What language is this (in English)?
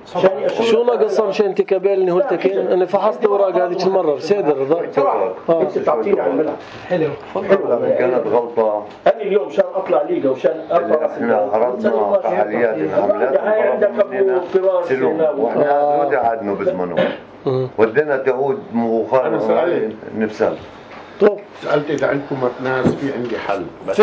North Levantine Arabic